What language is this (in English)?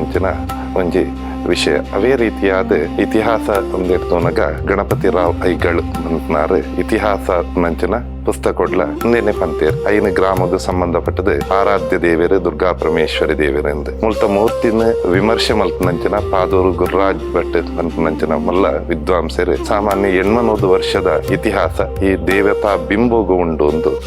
Tulu